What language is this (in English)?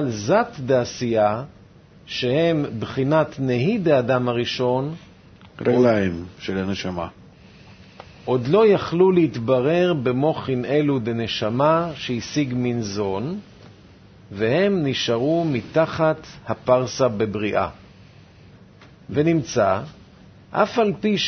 Hebrew